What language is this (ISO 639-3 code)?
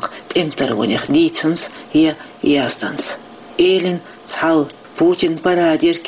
che